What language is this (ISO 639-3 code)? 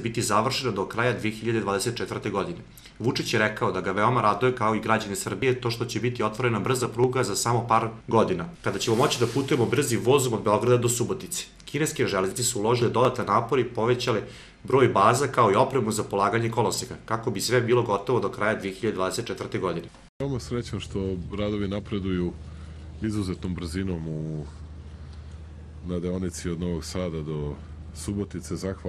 srp